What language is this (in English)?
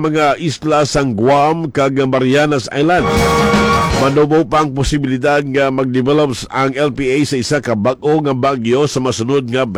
Hiligaynon